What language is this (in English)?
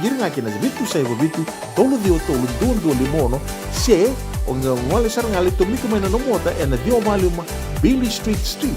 Fijian